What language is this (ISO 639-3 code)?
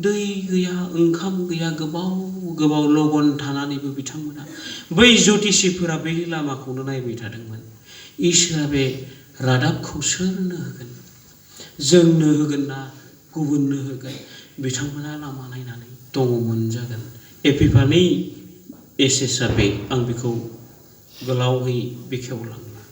brx